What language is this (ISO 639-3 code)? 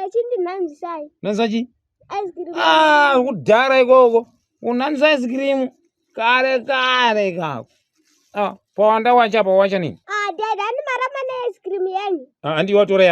sna